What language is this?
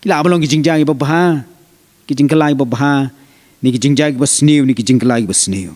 Khasi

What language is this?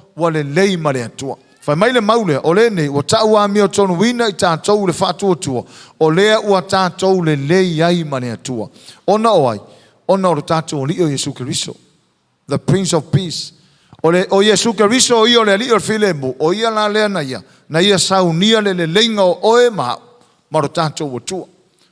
Samoan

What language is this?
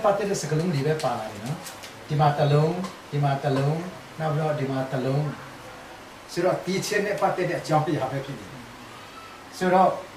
Burmese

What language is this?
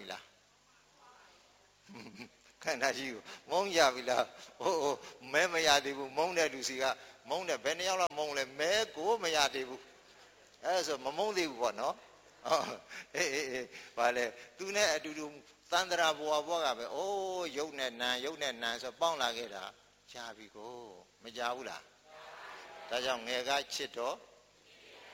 Burmese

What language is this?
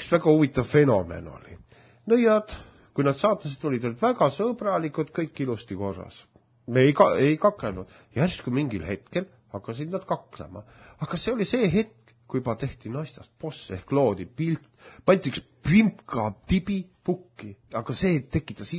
Estonian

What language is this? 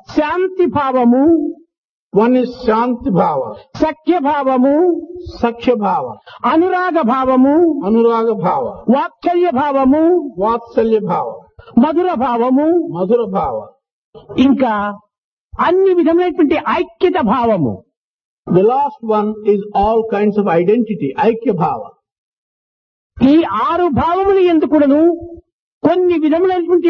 Telugu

